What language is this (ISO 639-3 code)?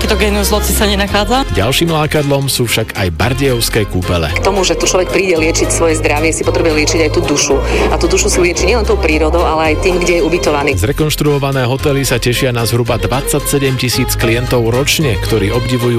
slk